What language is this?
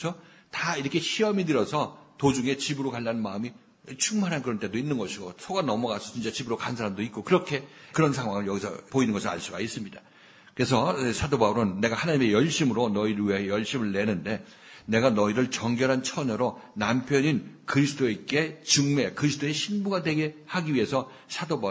Korean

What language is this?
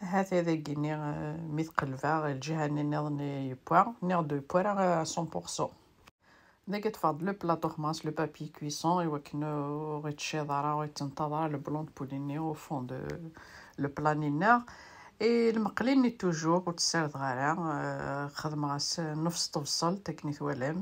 Kabyle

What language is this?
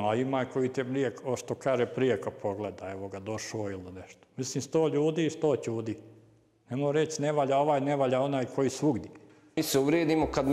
Bosnian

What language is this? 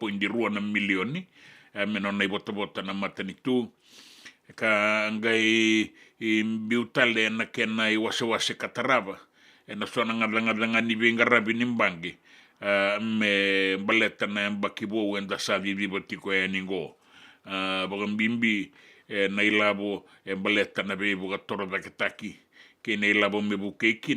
Fijian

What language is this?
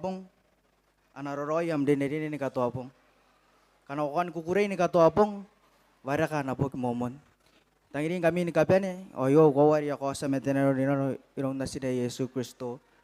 Gilbertese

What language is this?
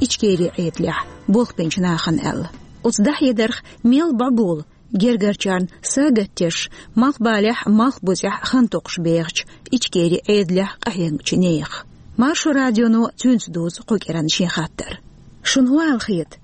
Chechen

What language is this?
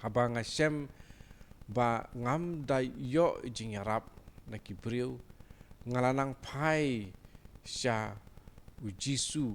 Khasi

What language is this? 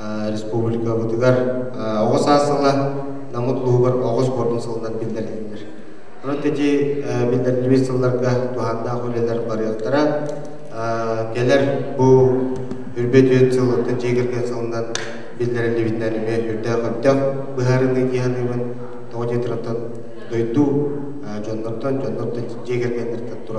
Yakut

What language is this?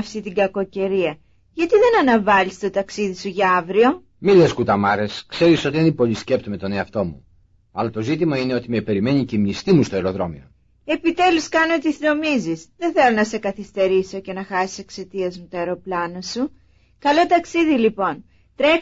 Greek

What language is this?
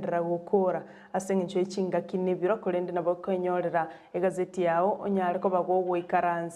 Gusii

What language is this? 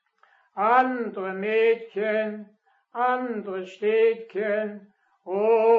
Danish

